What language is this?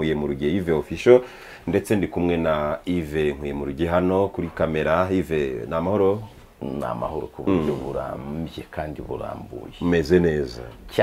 Kinyarwanda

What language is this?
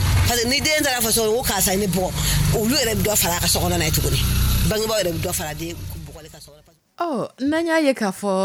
Dyula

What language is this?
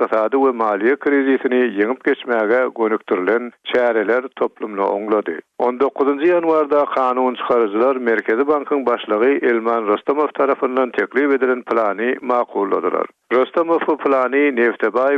Turkmen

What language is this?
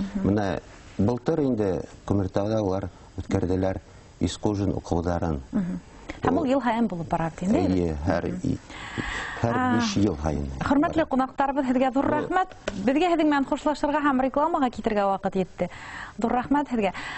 Bashkir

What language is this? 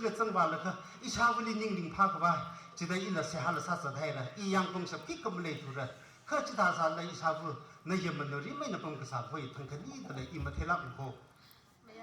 Tangkhul Naga (India)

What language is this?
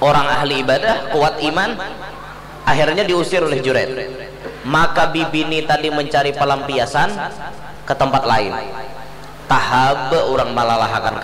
Banjar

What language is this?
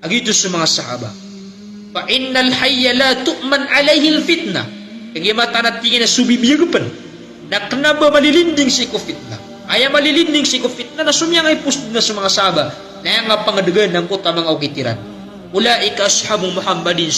Maranao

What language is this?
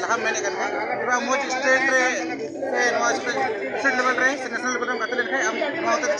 Santali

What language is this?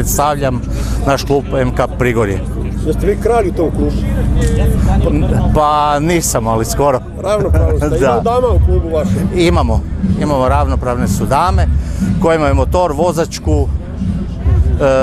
Croatian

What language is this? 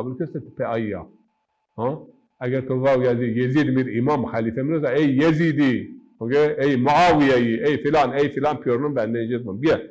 Zaza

